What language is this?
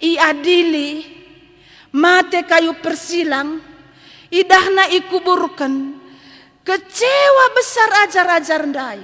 Batak Karo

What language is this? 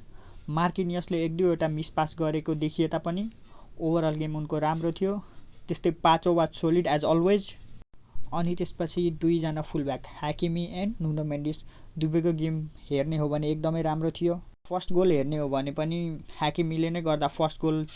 Nepali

